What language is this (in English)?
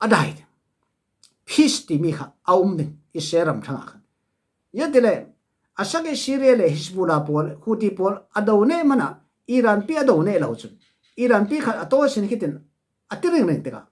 Falam Chin